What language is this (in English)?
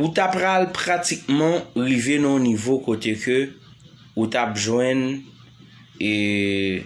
Haitian Creole